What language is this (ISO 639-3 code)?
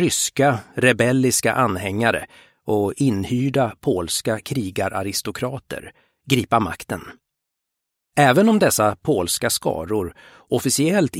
swe